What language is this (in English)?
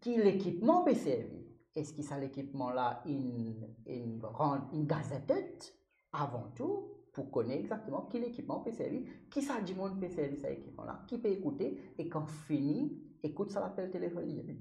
Morisyen